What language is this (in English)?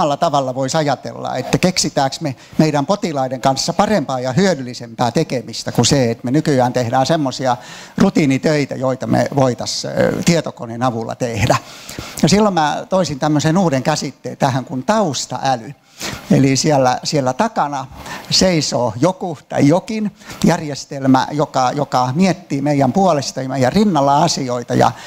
Finnish